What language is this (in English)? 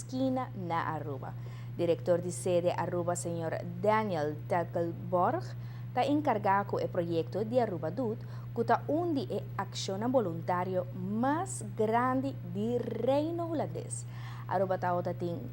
Papiamento